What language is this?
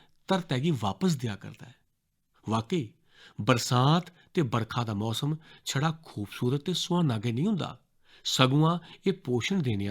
Dogri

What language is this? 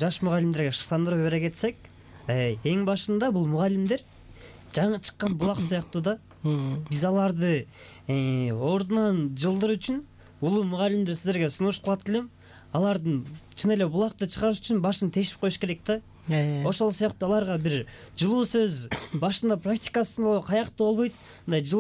Kyrgyz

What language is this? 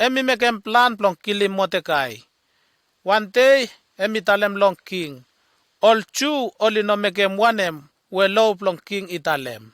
Bislama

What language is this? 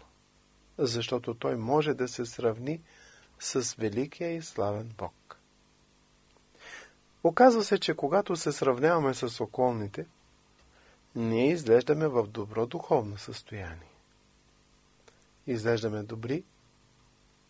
Bulgarian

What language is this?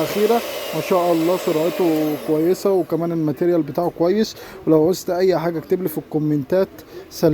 Egyptian Arabic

